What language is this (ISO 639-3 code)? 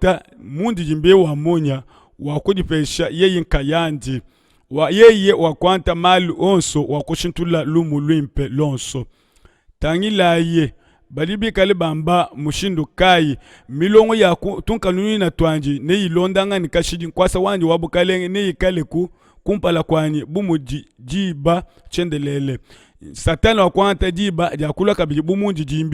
lua